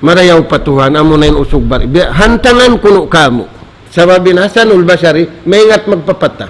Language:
Tausug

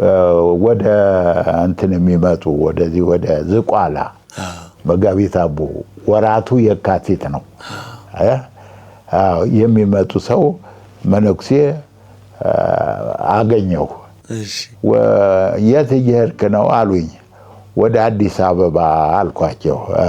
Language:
Amharic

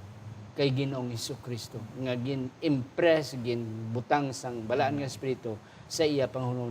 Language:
Hiligaynon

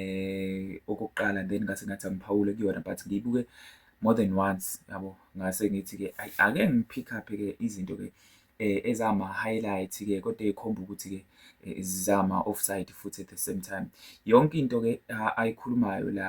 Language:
Zulu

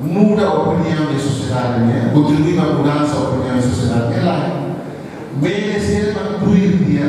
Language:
Tetum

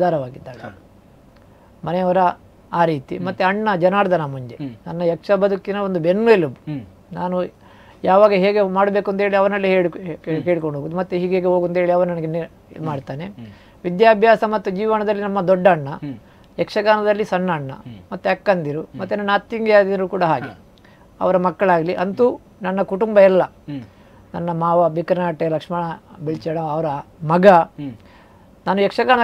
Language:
Kannada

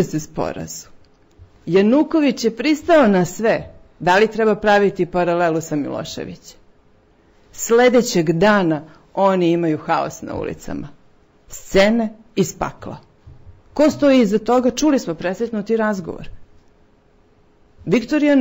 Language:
Serbian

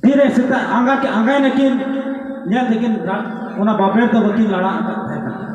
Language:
Santali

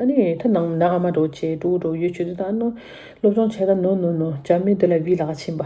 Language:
Tibetan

